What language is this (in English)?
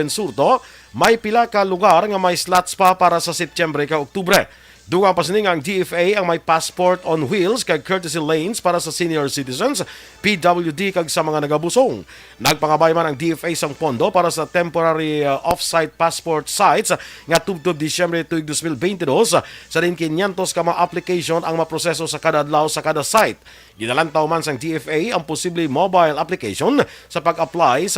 Hiligaynon